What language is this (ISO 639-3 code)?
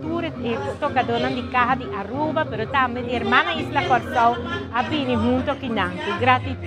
pap